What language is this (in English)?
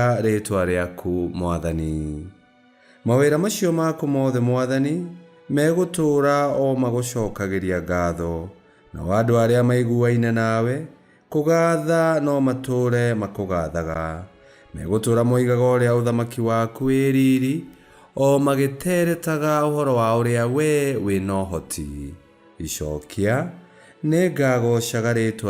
Kikuyu